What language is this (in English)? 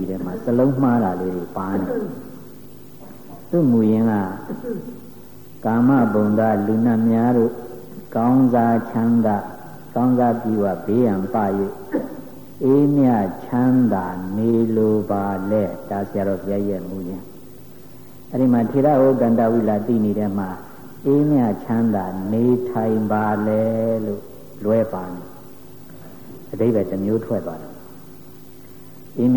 Burmese